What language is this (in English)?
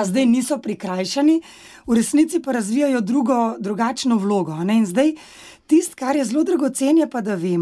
Slovenian